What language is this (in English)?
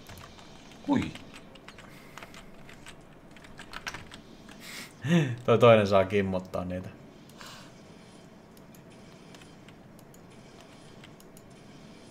Finnish